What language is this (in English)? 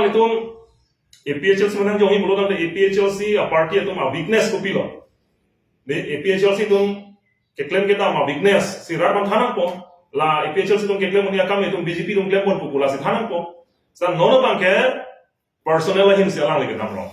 Karbi